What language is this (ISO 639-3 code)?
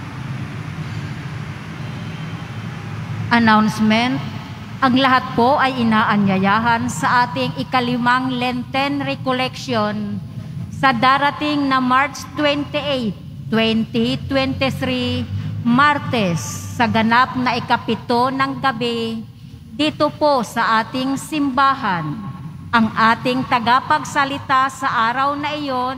fil